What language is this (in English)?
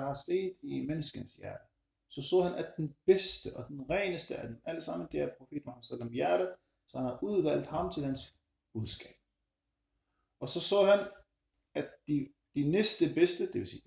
Danish